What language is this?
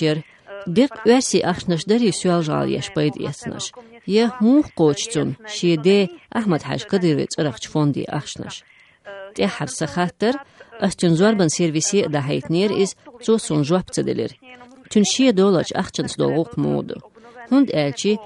Chechen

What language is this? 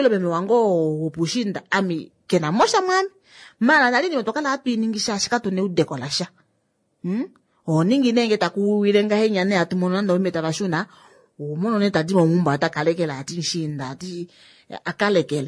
Kuanyama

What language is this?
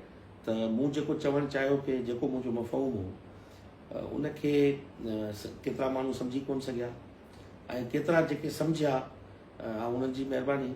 Sindhi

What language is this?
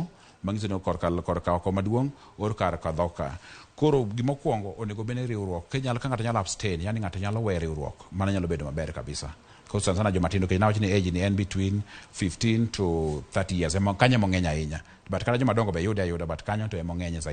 Luo (Kenya and Tanzania)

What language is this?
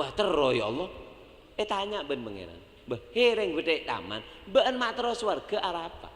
Madurese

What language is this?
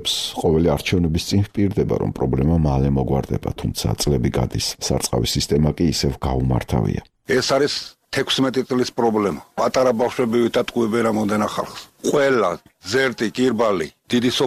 Georgian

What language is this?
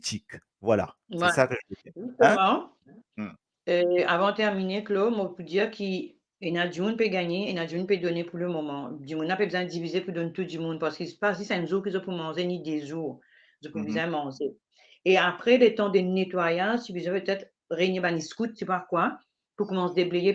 Morisyen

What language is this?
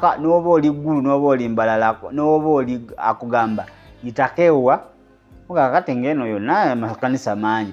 Ganda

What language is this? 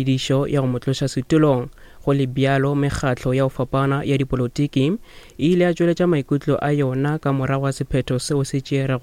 Northern Sotho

